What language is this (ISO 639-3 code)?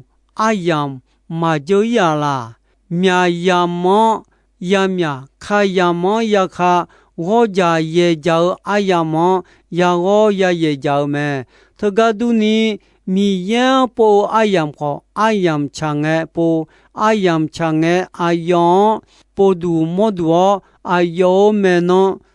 ahk